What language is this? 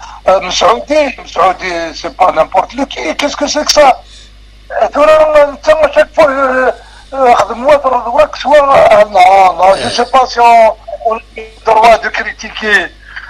Kabyle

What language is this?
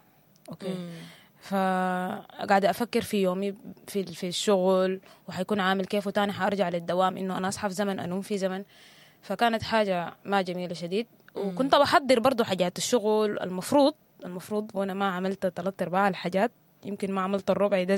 Sudanese Arabic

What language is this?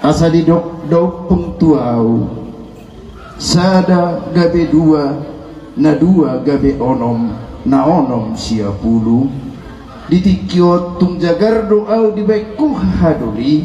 Batak Toba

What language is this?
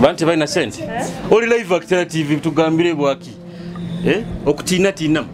Nyoro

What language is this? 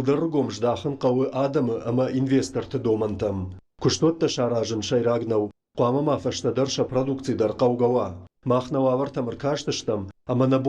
Ossetic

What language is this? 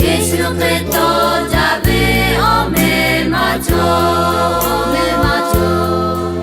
Lahu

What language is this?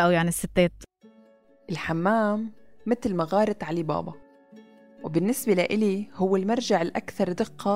North Levantine Arabic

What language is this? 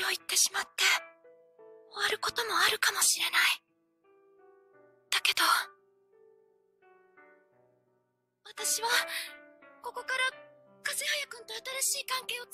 Japanese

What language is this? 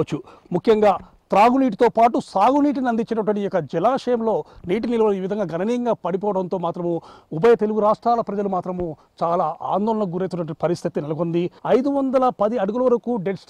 Telugu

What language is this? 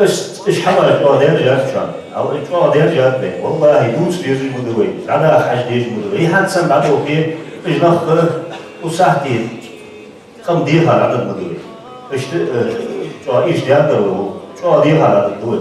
Ingush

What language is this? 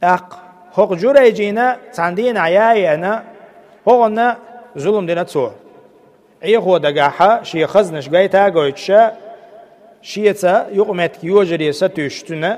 Chechen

